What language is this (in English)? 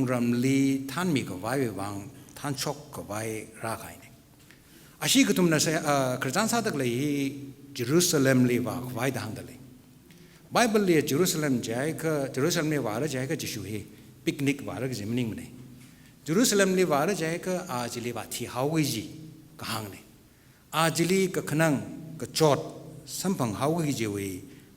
Tangkhul Naga (India)